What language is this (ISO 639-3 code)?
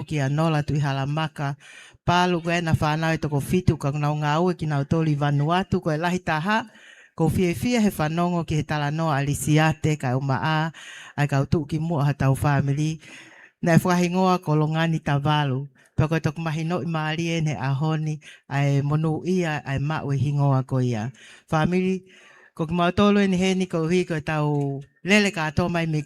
ton